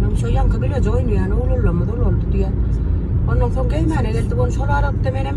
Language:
Turkmen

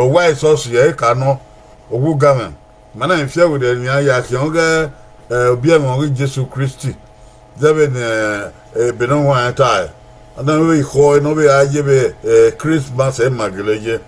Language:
Bini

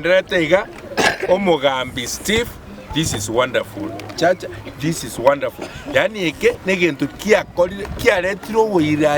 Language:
Gusii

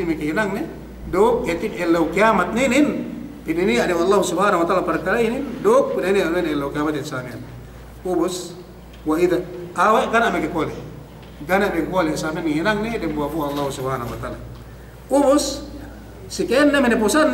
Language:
Yakan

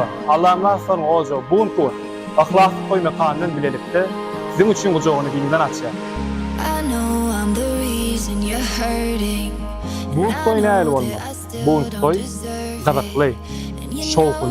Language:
Turkmen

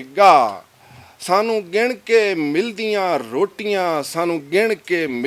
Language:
Western Panjabi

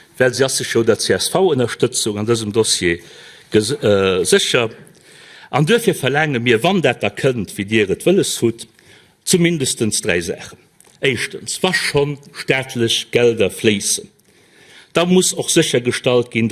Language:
Luxembourgish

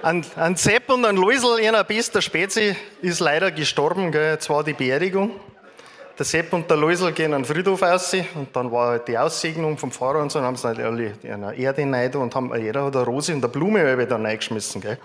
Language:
Bavarian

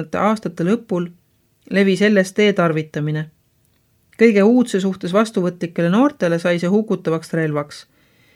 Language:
Estonian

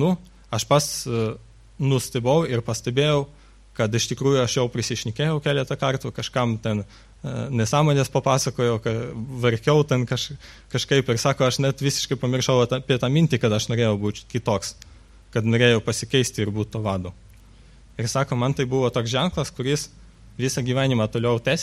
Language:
Lithuanian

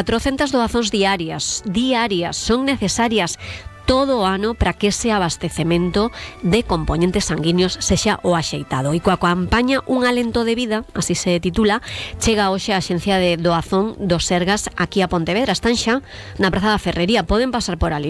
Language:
Galician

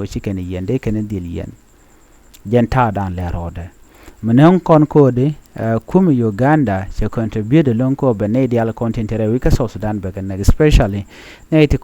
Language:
Nuer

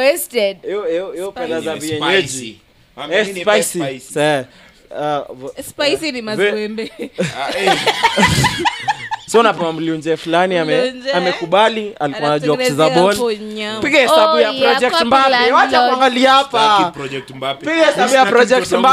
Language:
Swahili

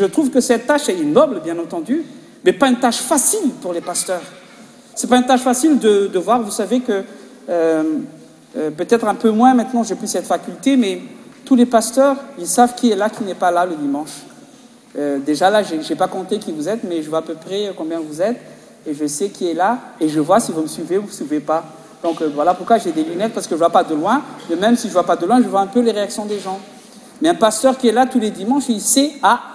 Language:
French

